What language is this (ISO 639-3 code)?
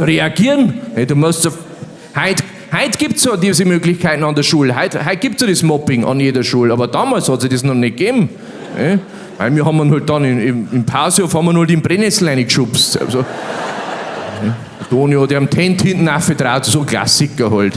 bar